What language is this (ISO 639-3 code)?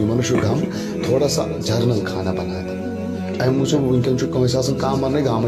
kas